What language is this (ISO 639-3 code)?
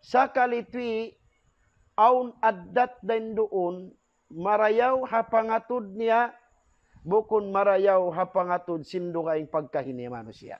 tsg